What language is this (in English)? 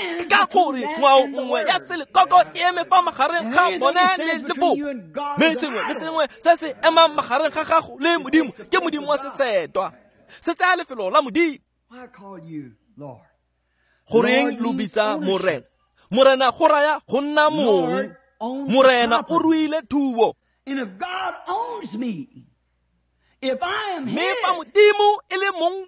Tswana